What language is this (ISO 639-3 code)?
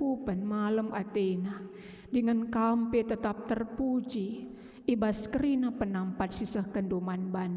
btx